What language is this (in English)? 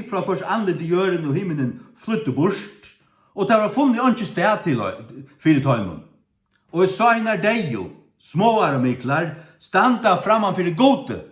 Faroese